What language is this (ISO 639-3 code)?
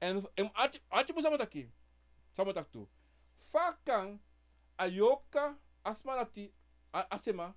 srn